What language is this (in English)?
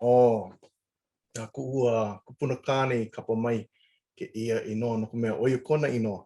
Hawaiian